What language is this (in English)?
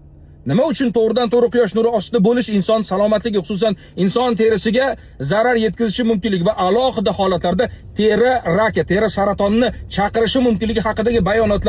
Uzbek